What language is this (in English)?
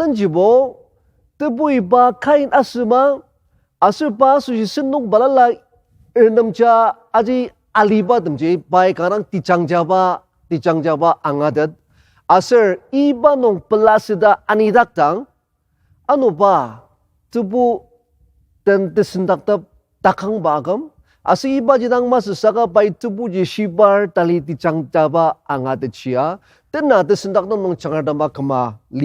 Ao Naga